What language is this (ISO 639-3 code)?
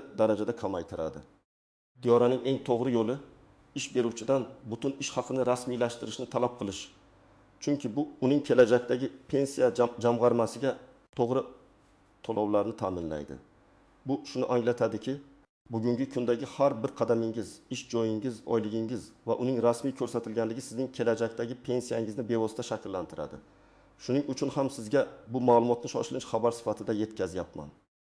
uzb